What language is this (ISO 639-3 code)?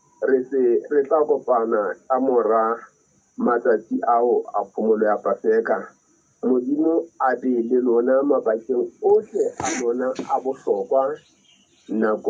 sot